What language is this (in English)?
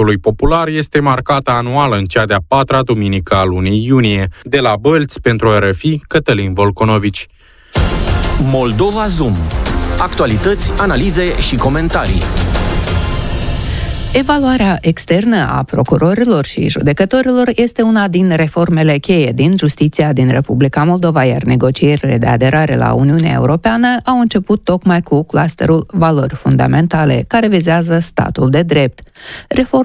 Romanian